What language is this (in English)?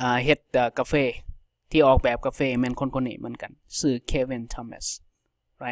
Lao